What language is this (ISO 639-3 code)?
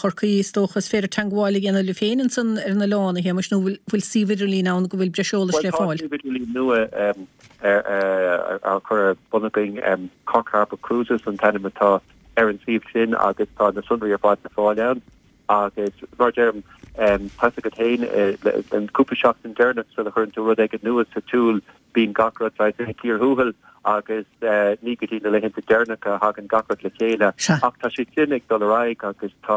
gle